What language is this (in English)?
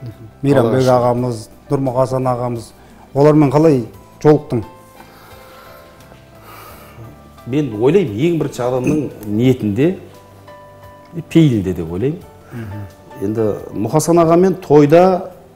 Kazakh